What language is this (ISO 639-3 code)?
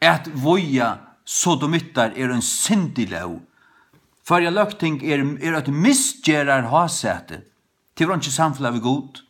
fao